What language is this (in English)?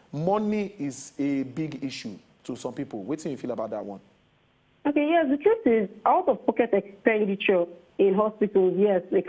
Nigerian Pidgin